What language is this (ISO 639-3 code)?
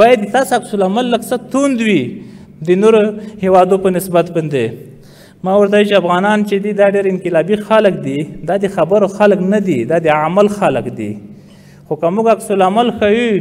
pus